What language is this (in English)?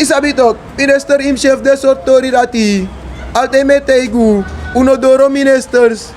Sranan Tongo